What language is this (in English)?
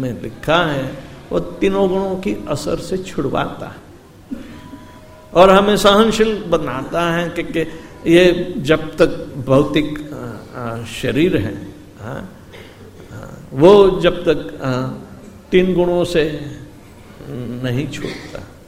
Hindi